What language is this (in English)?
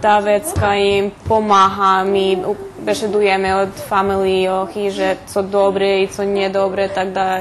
Rusyn